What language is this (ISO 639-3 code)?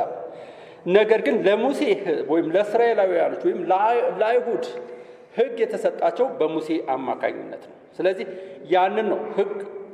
amh